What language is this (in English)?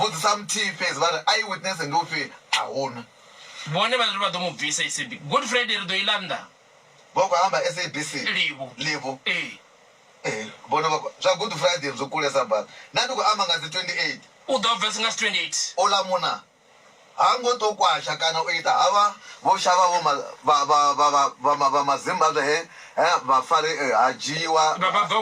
Venda